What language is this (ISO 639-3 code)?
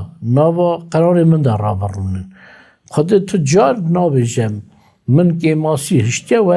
kur